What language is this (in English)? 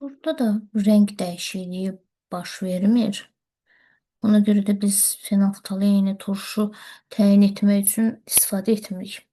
Azerbaijani